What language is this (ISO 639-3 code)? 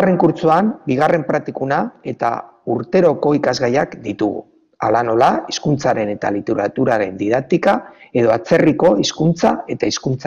eus